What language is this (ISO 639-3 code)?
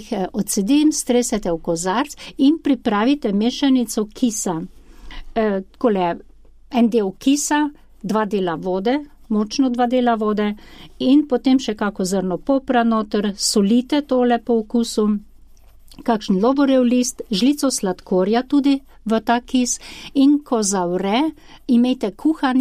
slv